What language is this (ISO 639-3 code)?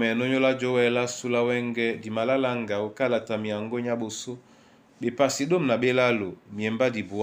dua